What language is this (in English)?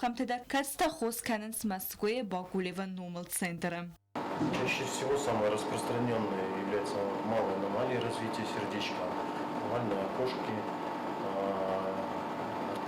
Ossetic